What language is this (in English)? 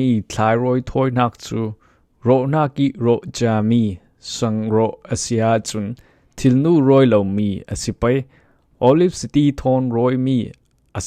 Falam Chin